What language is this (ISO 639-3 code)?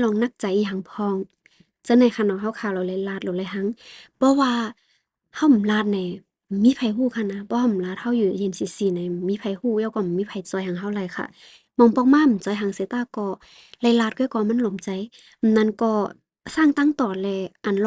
shn